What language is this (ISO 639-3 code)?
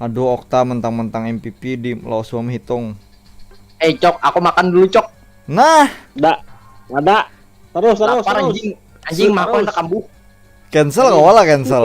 bjn